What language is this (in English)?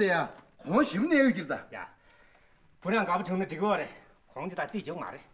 Tibetan